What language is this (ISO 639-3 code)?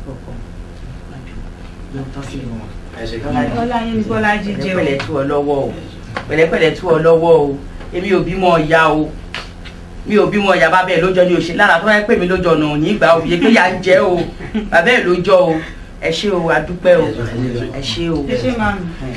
yor